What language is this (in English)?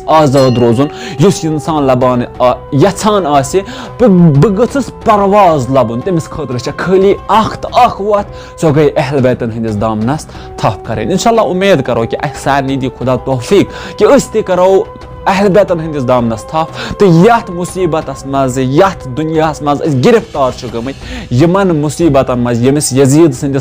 Kashmiri